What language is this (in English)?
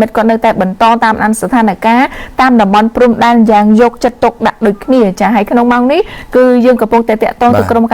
Khmer